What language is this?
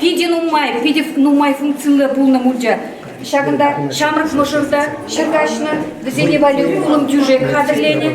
Chuvash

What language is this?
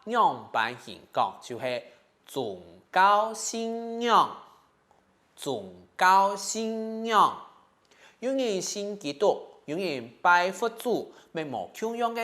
Hakka Chinese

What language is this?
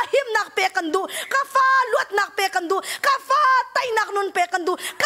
Hakha Chin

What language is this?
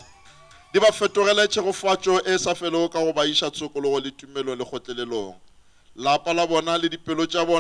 Northern Sotho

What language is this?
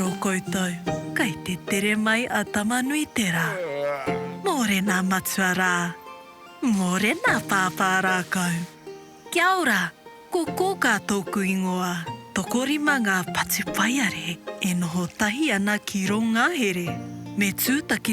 Māori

